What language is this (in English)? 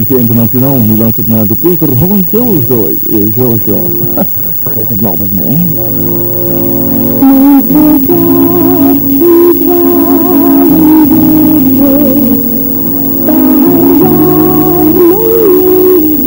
Dutch